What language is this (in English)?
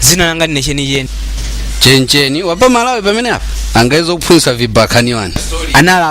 Nyanja